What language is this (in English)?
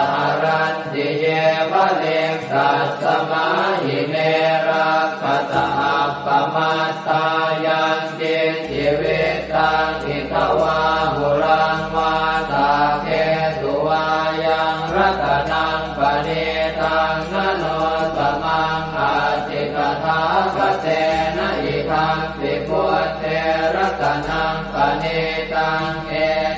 Pali